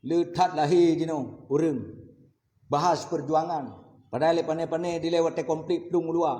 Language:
Achinese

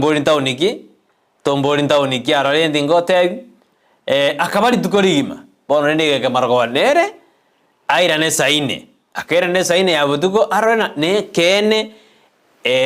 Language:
Gusii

